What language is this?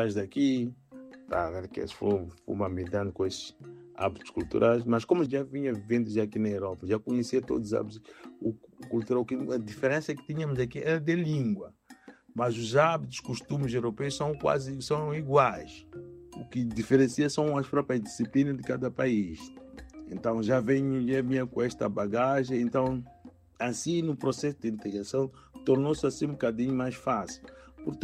Portuguese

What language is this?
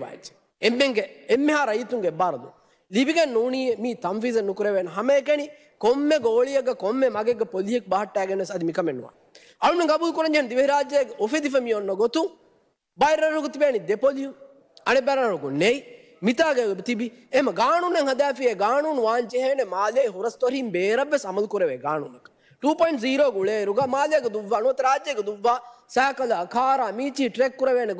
Divehi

